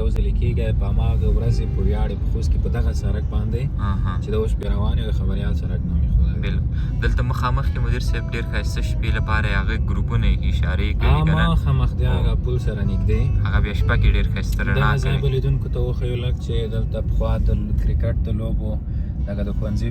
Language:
Pashto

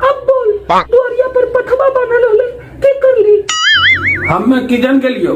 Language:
Magahi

